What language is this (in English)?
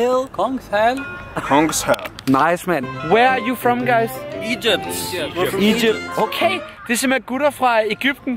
Danish